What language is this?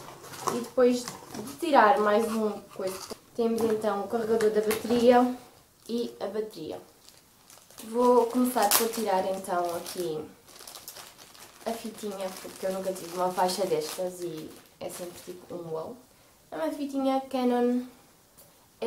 Portuguese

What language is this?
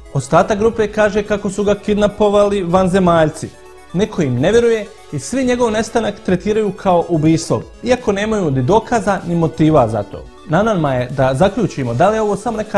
Bosnian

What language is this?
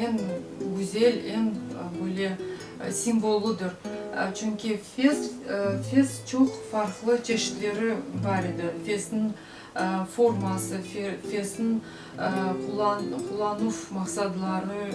Crimean Tatar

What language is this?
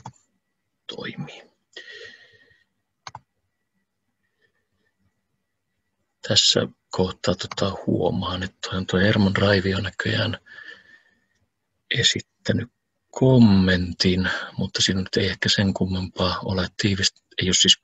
Finnish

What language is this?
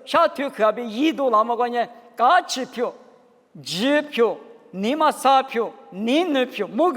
Lisu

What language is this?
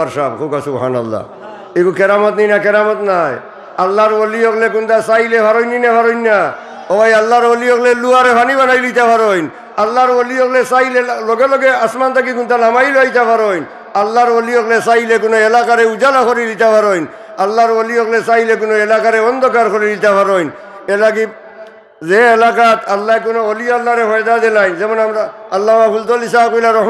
Sylheti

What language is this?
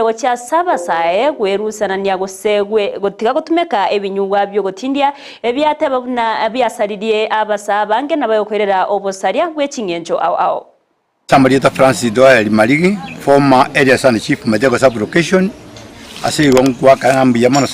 Gusii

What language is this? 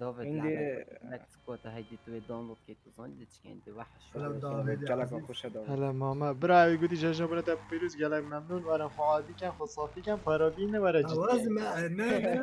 Kurdish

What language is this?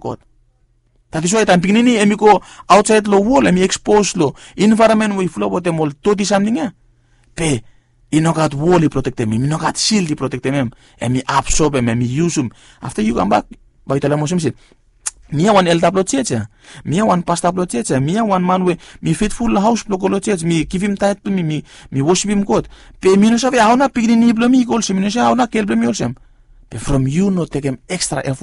Bislama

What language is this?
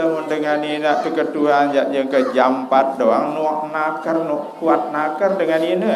Sasak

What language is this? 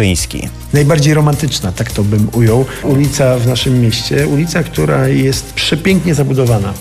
Polish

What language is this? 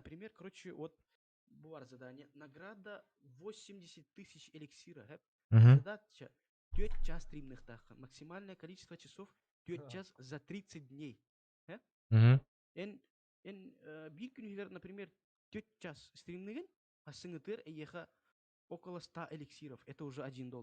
Yakut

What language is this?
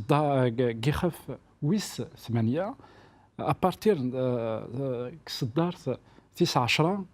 Kabyle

